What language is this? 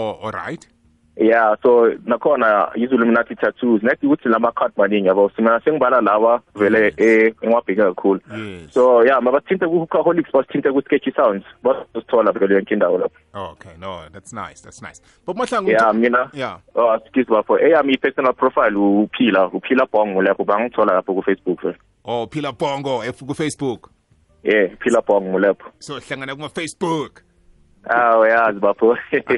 South Ndebele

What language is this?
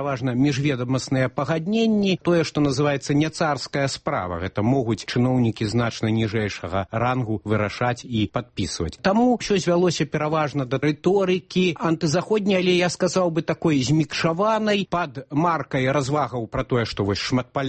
Belarusian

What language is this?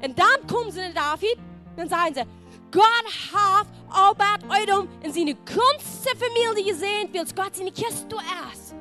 Plautdietsch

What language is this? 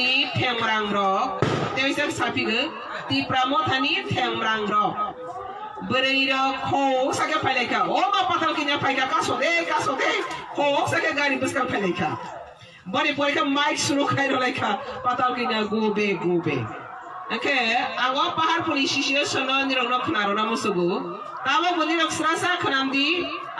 Kok Borok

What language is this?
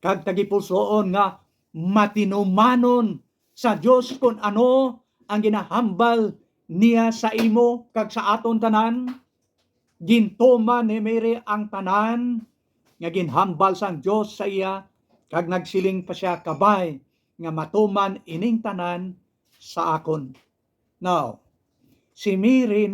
Hiligaynon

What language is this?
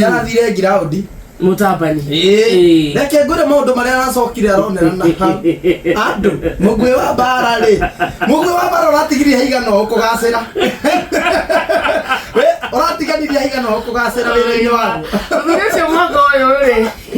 Kikuyu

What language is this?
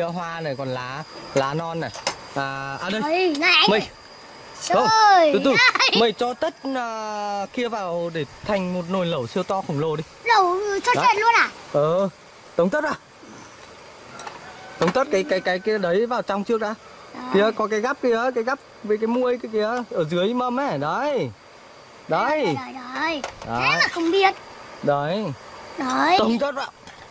Vietnamese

